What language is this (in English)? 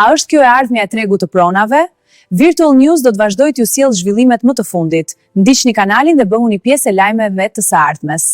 Albanian